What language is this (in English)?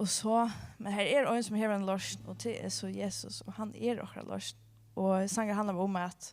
Faroese